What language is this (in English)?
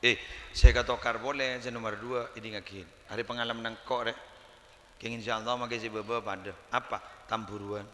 Madurese